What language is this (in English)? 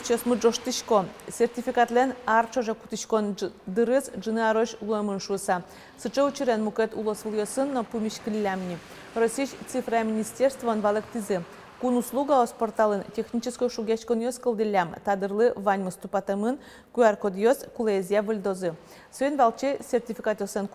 Udmurt